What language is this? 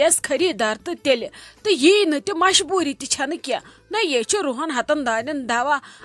Kashmiri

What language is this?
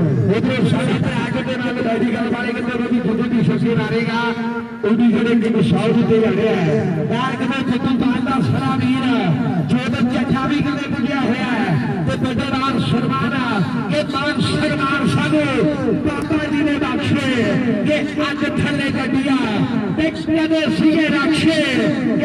Punjabi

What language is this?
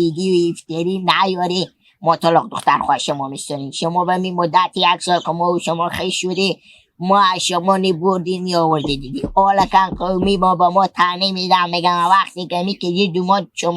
Hazaragi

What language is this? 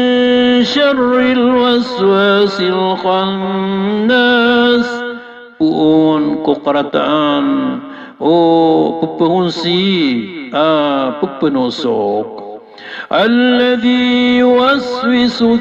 Maranao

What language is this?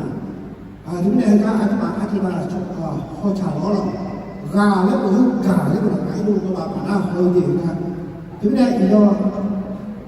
Akha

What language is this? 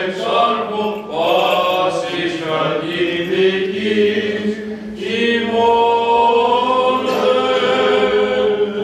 Greek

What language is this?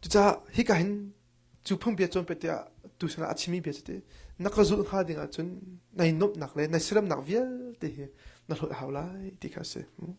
Hakha Chin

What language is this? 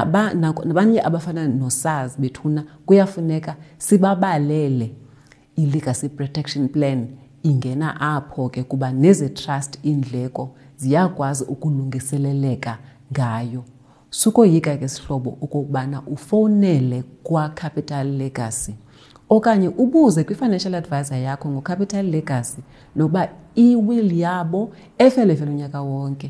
Xhosa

